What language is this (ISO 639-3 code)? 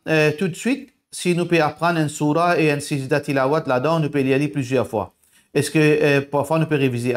mfe